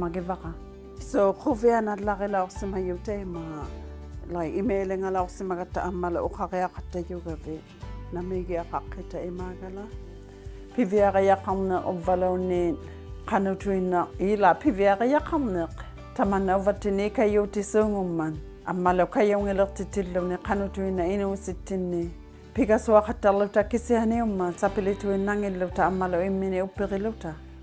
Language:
Inuktitut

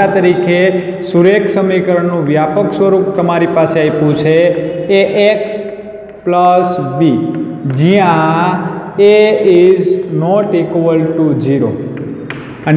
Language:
Gujarati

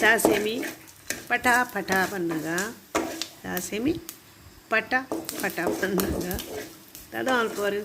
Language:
Tulu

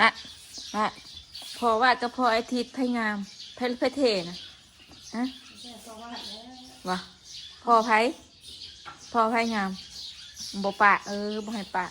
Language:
Northeastern Thai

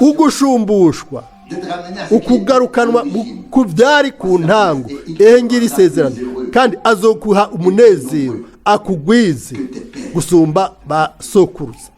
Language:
Rundi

